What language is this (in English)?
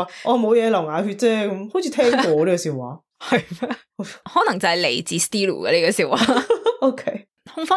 Cantonese